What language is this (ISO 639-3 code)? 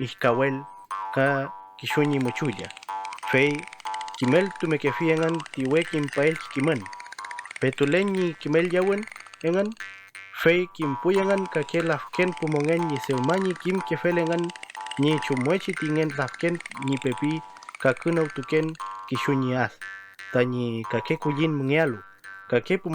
arn